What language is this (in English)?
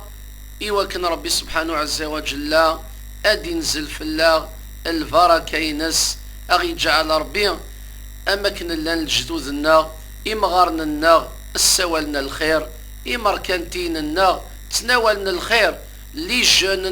Kabyle